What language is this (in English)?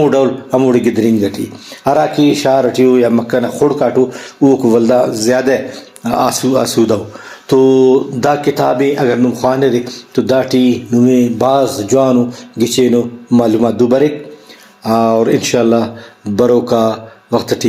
Brahui